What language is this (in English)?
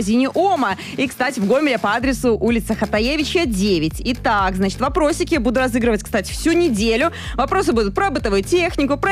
Russian